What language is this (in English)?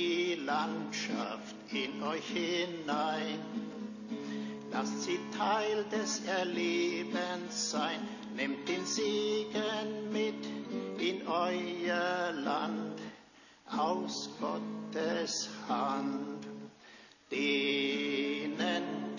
German